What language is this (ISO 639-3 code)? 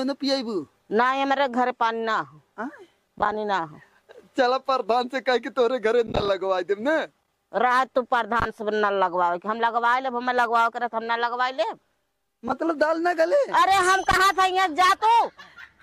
awa